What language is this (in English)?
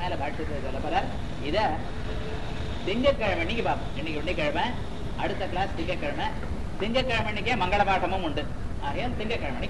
Tamil